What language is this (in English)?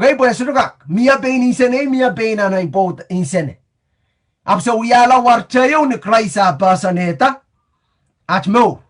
Pohnpeian